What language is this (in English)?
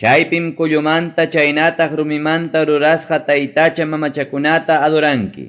Ayacucho Quechua